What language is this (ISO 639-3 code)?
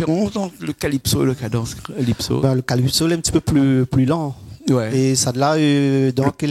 rcf